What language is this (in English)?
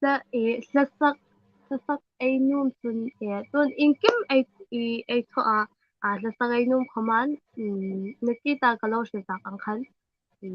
Hmar